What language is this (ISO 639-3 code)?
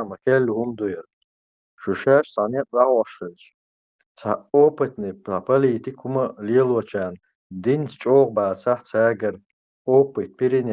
che